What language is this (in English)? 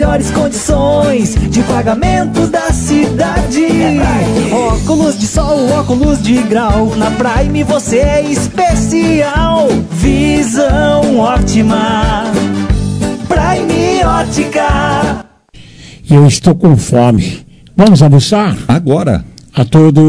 Portuguese